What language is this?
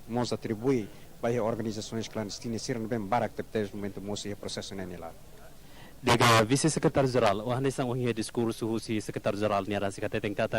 Tetum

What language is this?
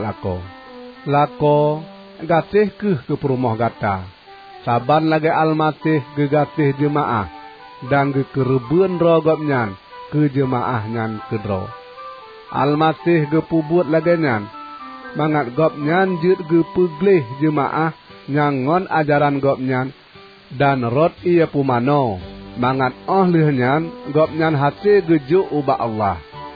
Achinese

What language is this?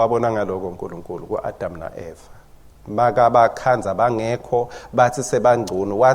Swati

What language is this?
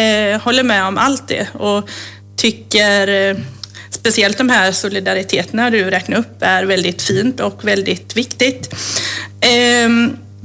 Swedish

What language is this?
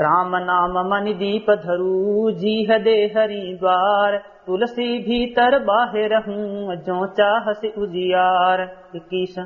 Awadhi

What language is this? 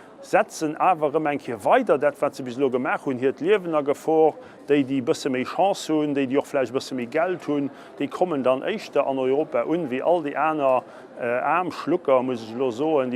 Luxembourgish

